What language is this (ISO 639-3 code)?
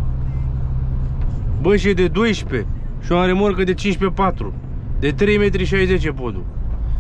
ron